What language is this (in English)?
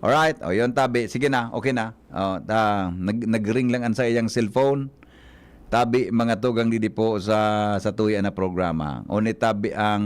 Bikol